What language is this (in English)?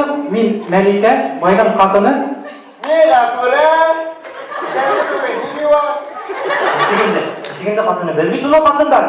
Bashkir